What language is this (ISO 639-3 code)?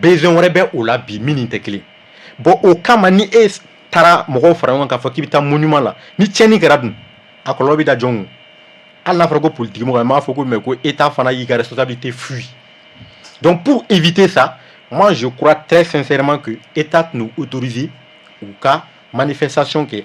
bam